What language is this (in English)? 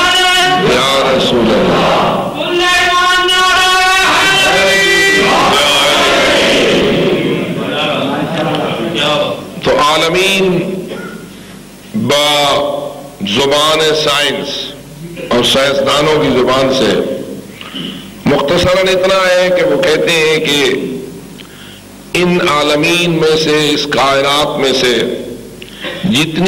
Urdu